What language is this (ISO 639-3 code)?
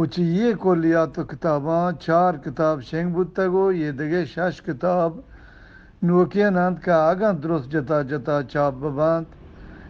bgp